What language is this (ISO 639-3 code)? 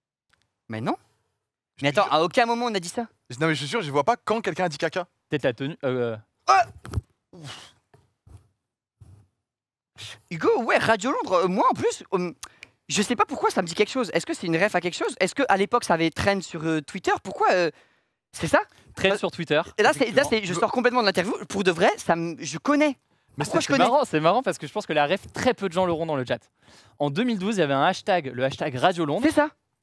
fra